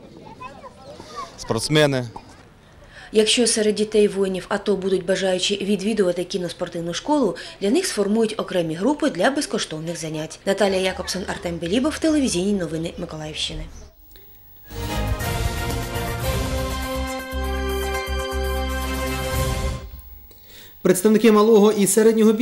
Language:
Ukrainian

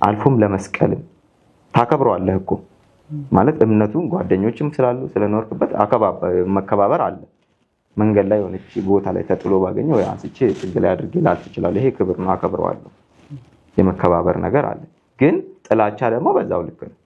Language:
Amharic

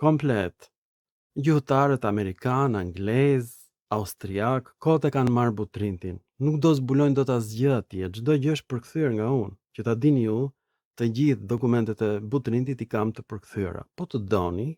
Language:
Albanian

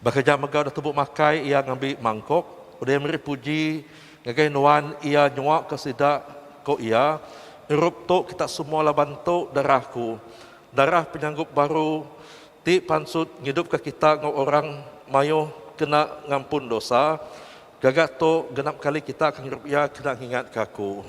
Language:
Iban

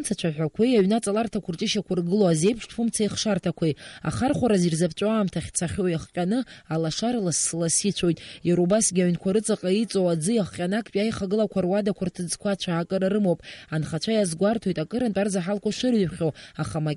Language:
Abkhazian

